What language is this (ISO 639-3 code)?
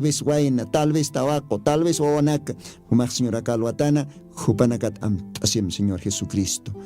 aym